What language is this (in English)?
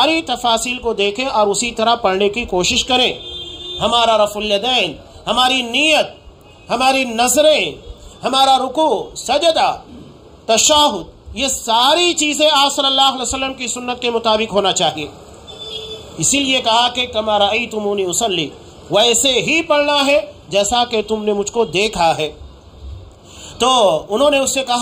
Urdu